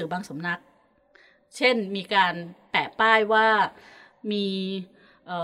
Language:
Thai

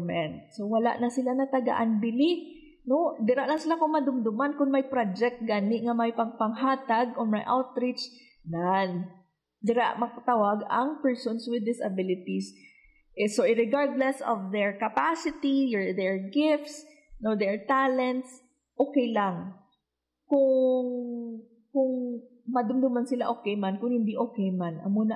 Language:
Hiligaynon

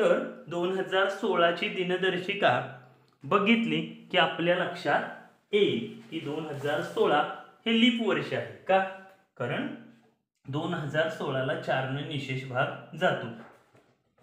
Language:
Marathi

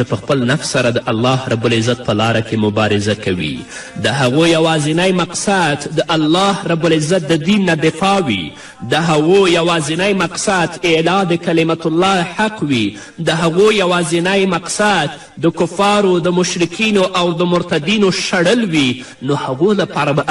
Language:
Pashto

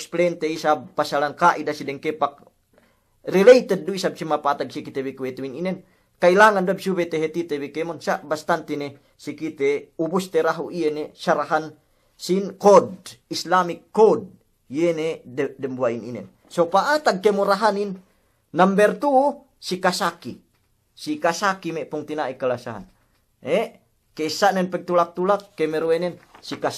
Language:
Yakan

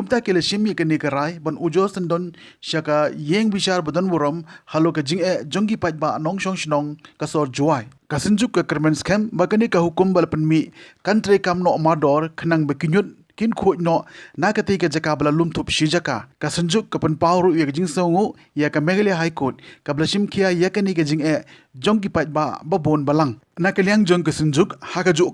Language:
Khasi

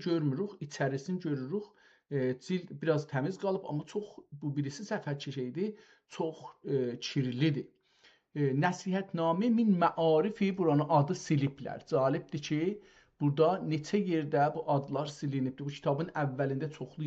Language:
South Azerbaijani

